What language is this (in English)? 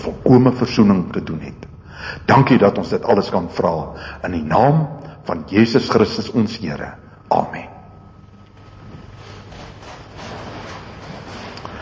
Afrikaans